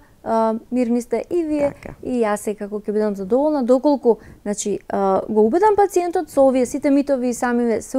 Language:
Macedonian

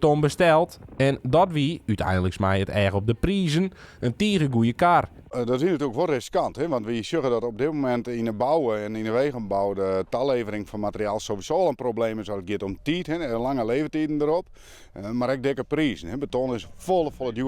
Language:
Western Frisian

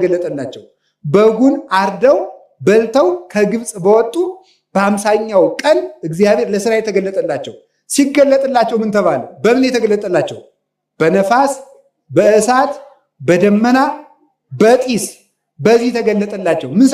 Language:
Amharic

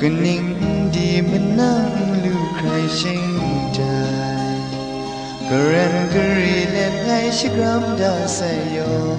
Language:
Kachin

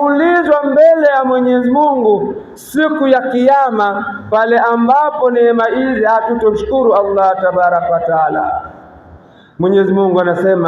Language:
Swahili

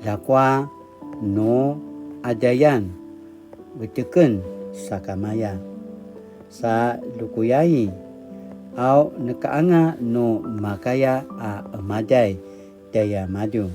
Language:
Paiwan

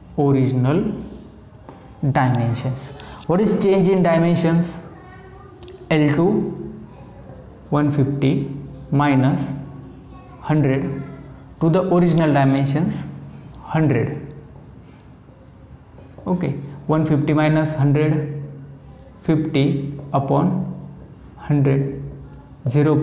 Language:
Marathi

